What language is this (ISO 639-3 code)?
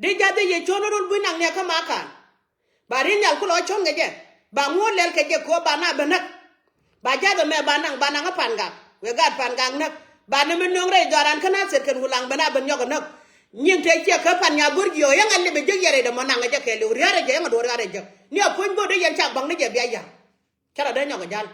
nus